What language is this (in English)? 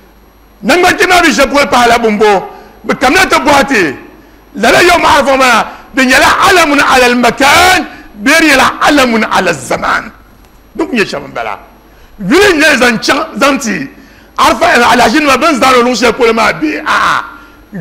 Dagbani